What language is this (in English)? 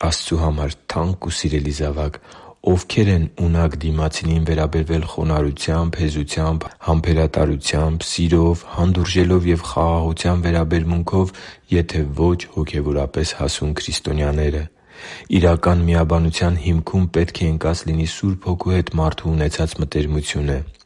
Armenian